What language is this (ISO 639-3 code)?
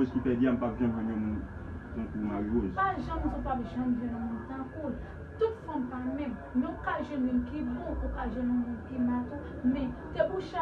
hat